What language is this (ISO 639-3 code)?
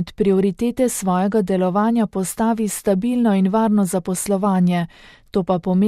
slv